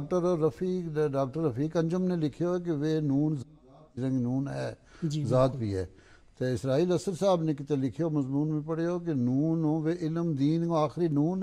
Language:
Gujari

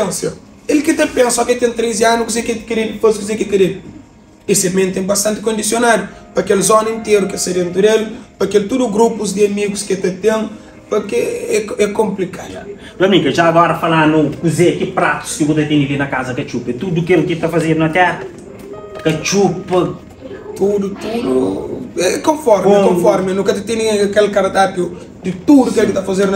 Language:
Kabuverdianu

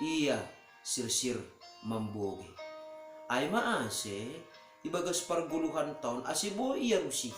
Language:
Batak Simalungun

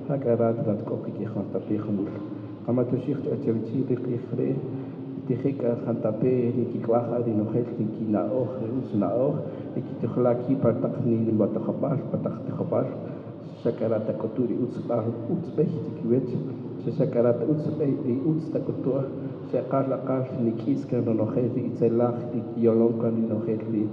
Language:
Kaqchikel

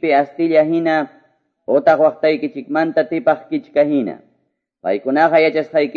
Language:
Quechua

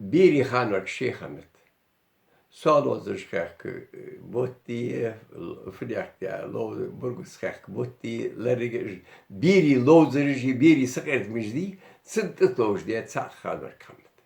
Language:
Ingush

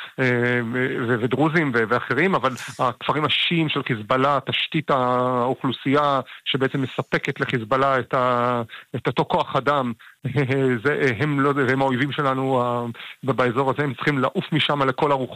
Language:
Hebrew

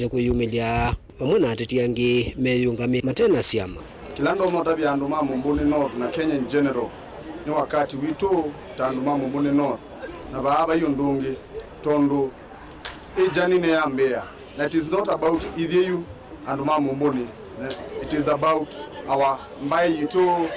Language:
Kamba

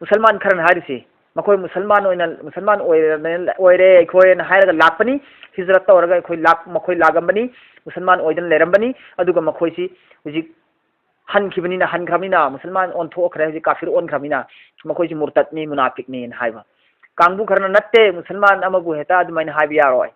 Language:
Manipuri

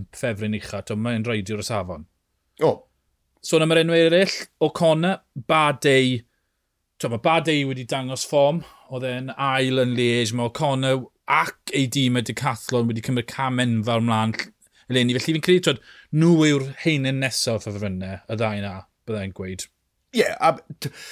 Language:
Welsh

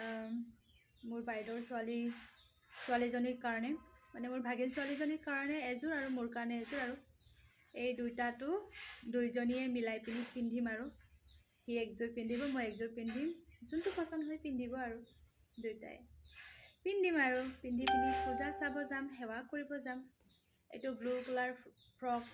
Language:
Assamese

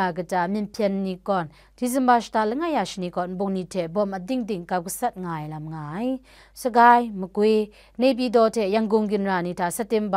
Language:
Kachin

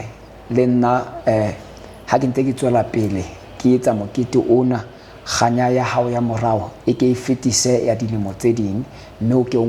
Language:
Southern Sotho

